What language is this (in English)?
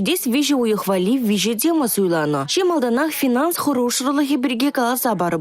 Chuvash